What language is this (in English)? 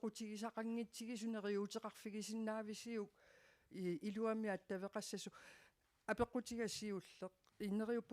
Kalaallisut